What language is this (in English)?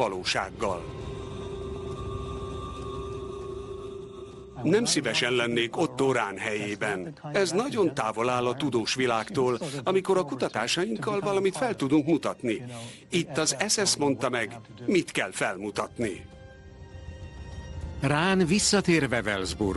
Hungarian